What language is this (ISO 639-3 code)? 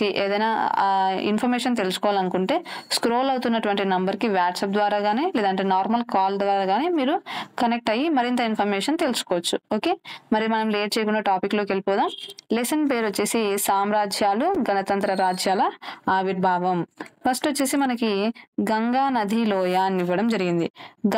tel